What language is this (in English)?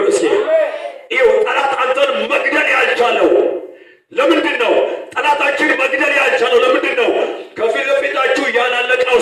Amharic